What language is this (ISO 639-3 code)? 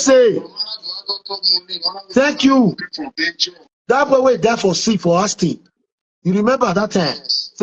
pcm